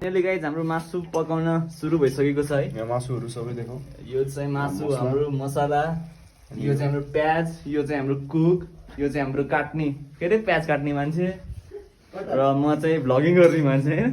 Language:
Nepali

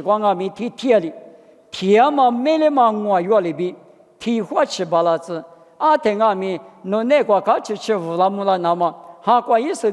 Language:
Lisu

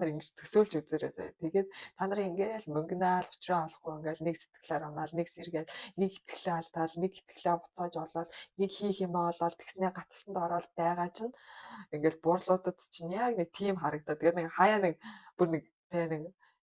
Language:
Mongolian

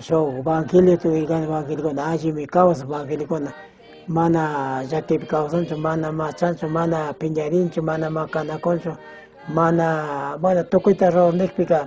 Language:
Chimborazo Highland Quichua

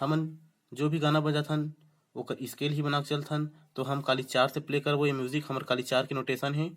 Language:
Chhattisgarhi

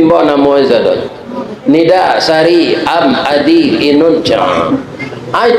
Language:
Minangkabau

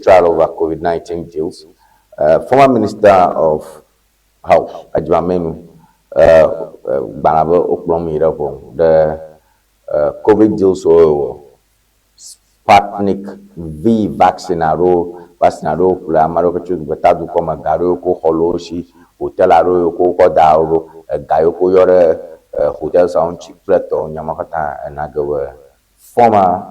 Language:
Ewe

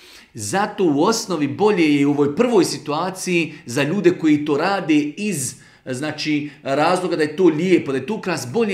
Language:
Bosnian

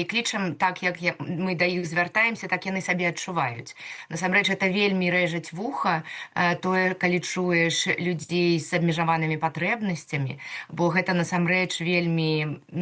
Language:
Belarusian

